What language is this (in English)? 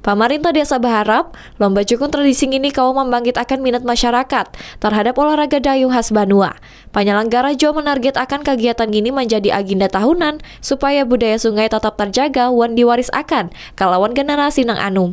Banjar